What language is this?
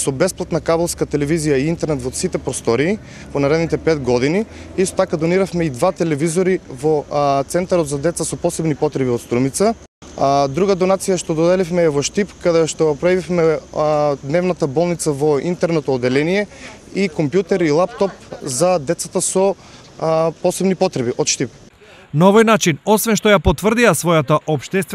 Macedonian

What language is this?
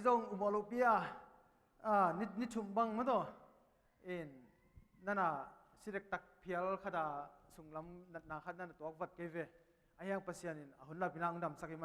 Tedim Chin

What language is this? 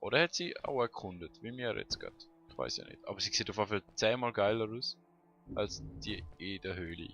Swiss German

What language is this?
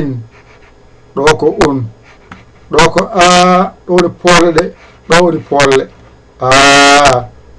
Fula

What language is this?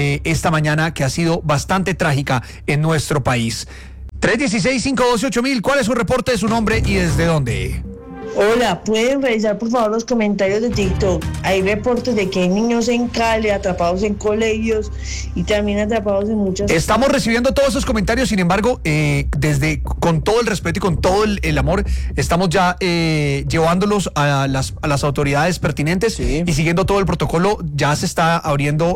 Spanish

